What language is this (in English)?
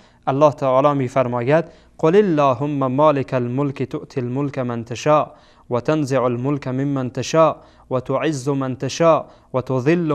Persian